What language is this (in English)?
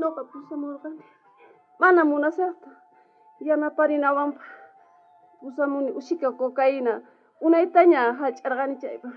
South Bolivian Quechua